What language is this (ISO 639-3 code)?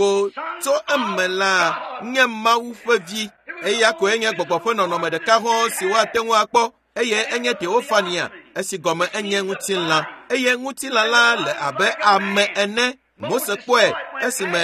ewe